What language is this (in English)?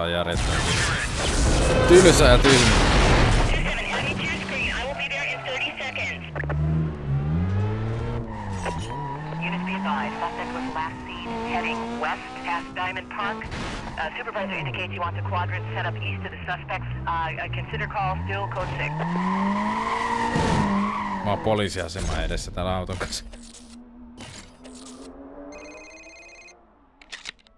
Finnish